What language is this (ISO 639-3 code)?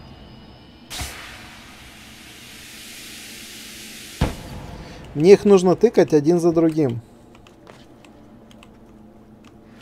rus